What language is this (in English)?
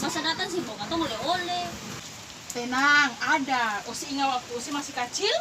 Ambonese Malay